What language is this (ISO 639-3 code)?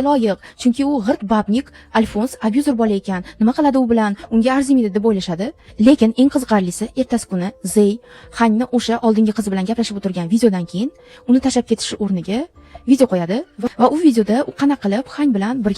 uzb